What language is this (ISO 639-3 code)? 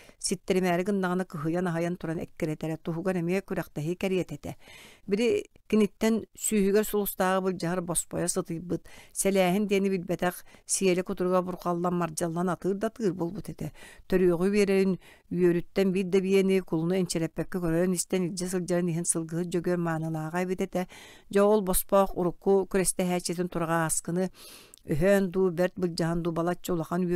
sah